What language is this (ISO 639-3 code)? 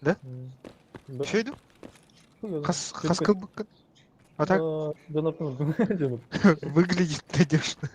sah